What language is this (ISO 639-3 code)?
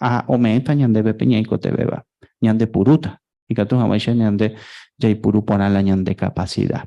grn